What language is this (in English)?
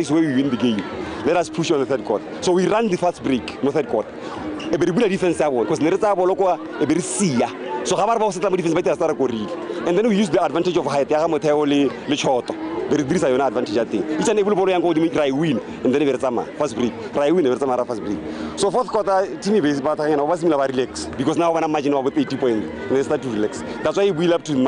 Tswana